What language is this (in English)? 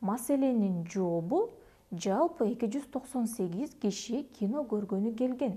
Kyrgyz